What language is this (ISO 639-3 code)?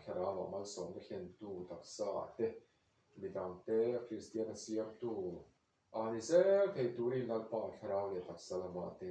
lus